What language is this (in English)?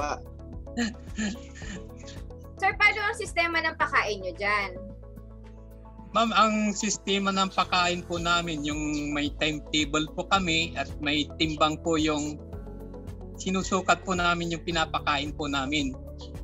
Filipino